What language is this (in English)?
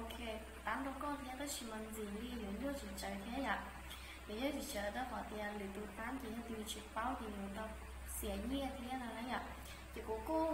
Hmong